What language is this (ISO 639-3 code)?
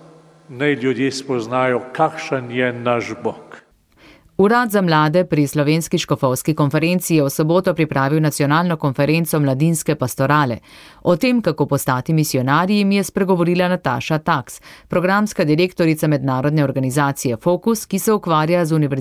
slv